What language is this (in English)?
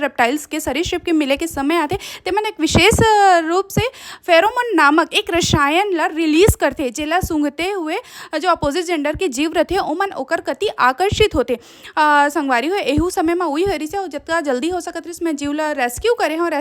Chhattisgarhi